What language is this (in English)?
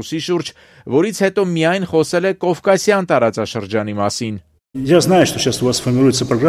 Armenian